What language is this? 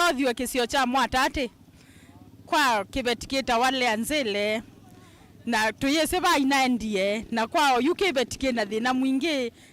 Kamba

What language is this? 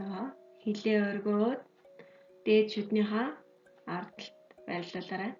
Mongolian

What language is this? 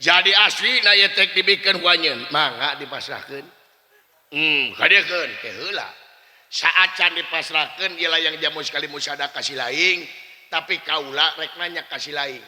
Sundanese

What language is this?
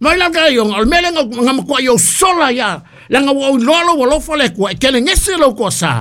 Samoan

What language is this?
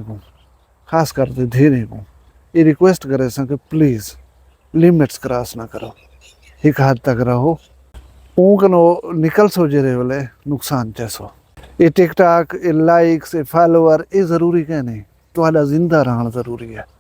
Saraiki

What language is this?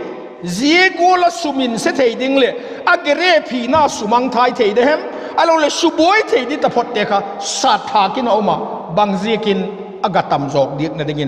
Vaiphei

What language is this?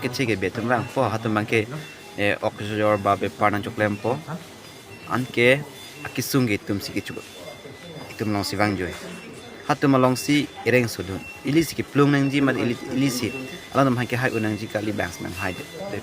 Karbi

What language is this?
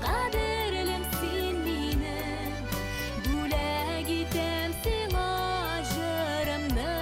Bashkir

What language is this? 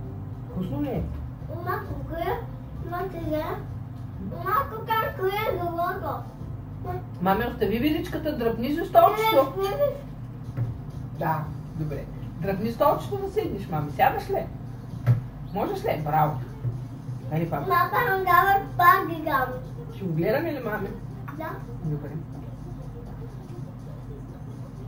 Bulgarian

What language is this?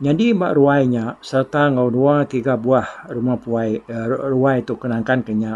Iban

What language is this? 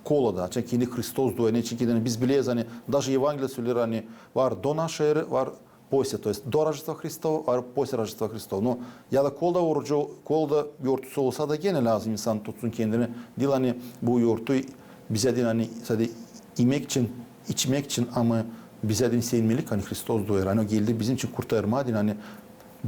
Gagauz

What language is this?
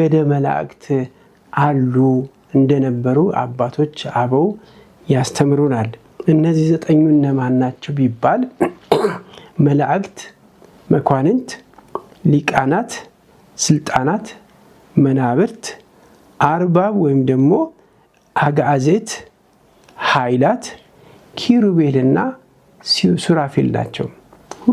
Amharic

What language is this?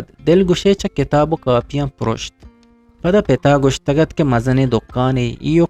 Eastern Balochi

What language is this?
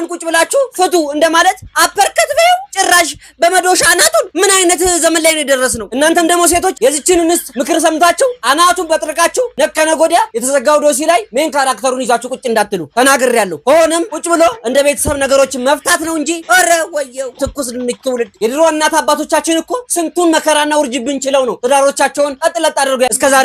Amharic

